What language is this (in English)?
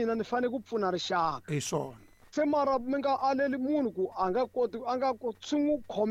Tsonga